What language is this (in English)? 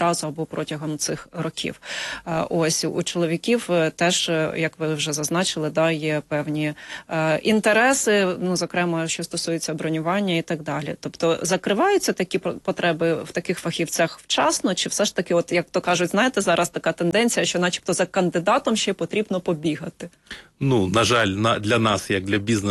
Ukrainian